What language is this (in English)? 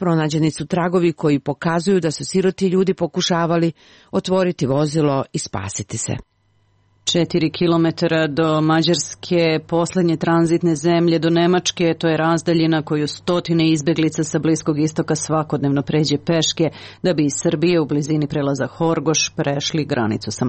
Serbian